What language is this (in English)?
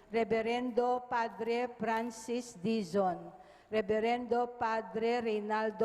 Pampanga